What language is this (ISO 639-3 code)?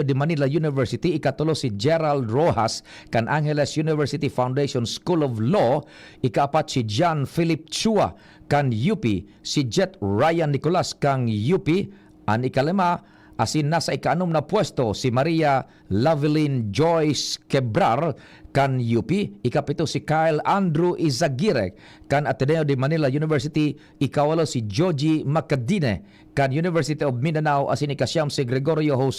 bik